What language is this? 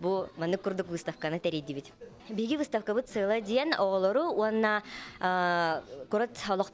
Yakut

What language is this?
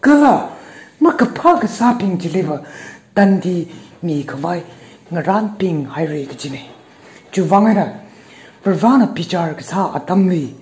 Tangkhul Naga (India)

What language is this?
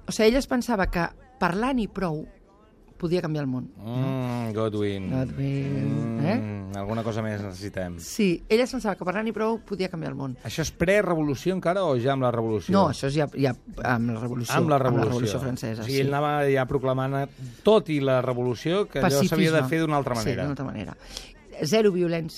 Catalan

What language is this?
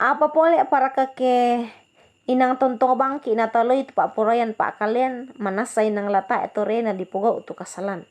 Toraja-Sa'dan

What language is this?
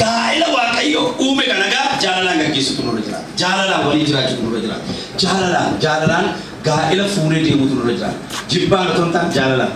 Oromo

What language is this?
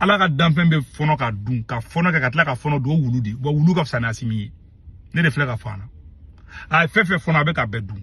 Bambara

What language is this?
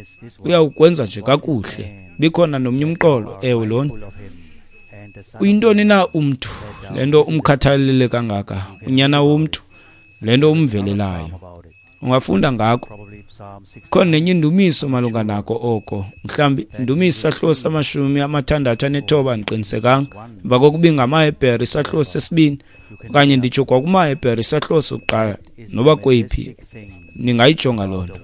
Xhosa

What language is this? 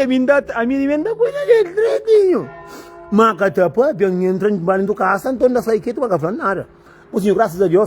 Kabuverdianu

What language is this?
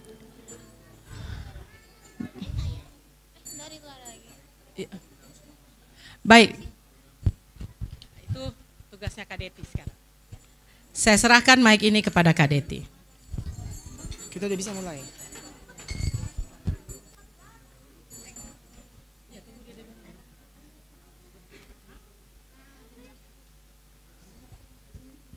Indonesian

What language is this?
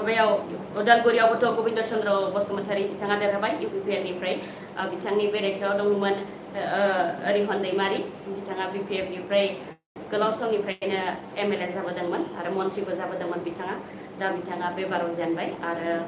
Bodo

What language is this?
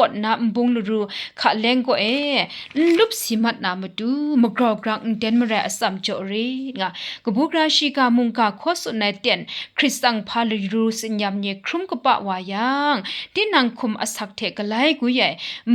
Kachin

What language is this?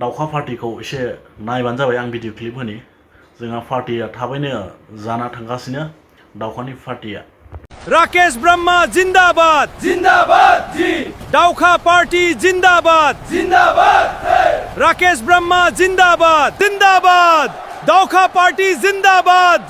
Bodo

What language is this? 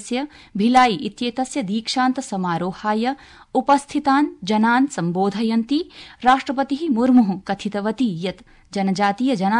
Sanskrit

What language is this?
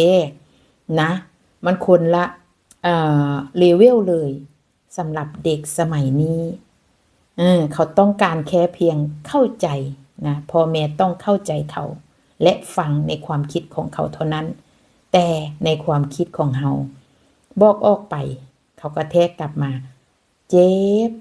Northeastern Thai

